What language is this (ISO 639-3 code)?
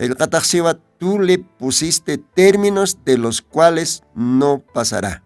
aym